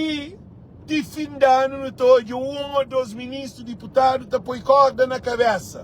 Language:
Kabuverdianu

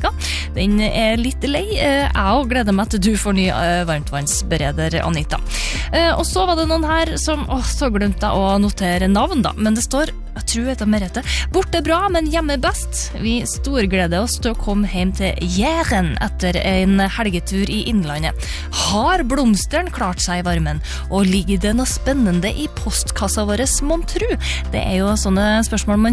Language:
Norwegian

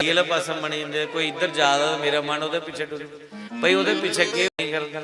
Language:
Dogri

